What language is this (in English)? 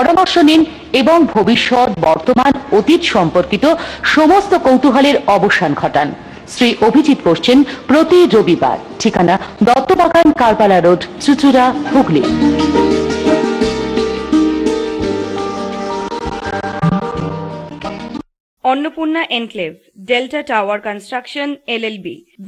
Bangla